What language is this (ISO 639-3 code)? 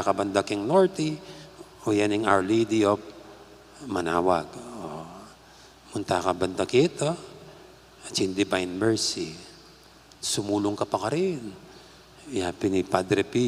pam